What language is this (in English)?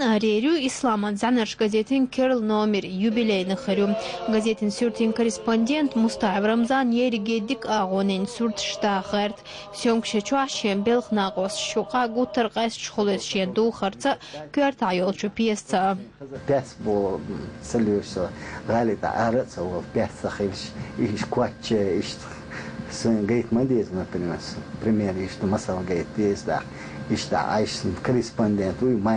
Chechen